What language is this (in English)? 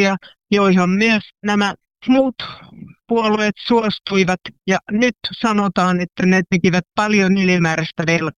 Finnish